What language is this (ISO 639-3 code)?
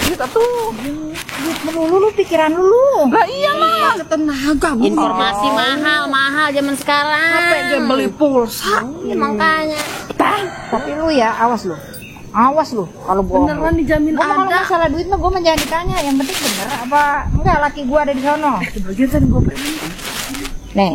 bew